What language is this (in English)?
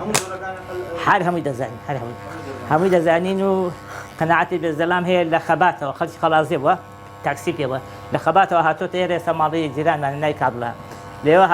Central Kurdish